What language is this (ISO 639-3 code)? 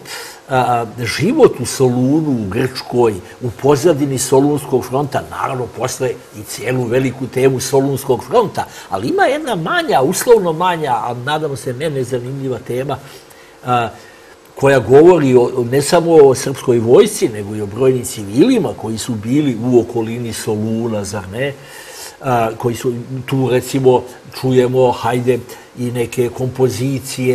srp